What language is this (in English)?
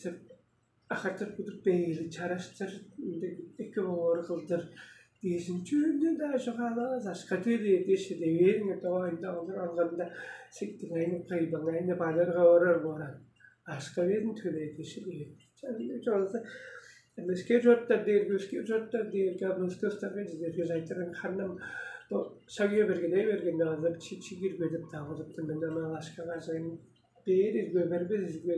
Tuvinian